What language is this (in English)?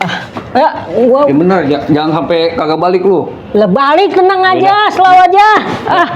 Betawi